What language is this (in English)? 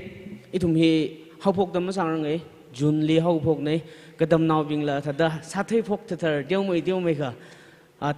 Tangkhul Naga (India)